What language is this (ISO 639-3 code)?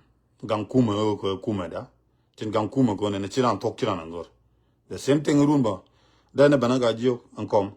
nus